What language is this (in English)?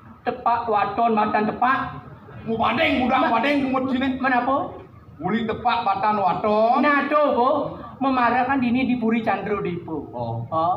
Balinese